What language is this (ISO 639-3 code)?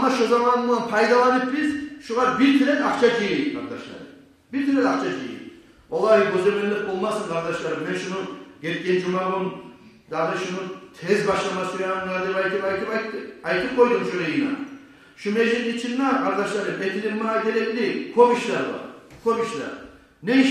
kum